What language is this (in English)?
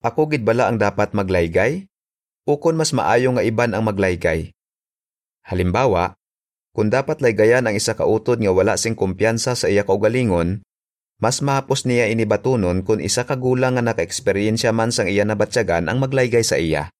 Hiligaynon